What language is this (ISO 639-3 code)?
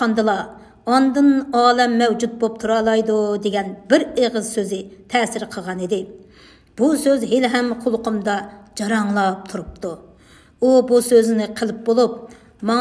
uig